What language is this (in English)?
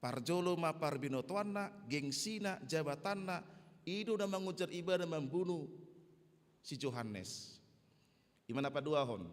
Batak Toba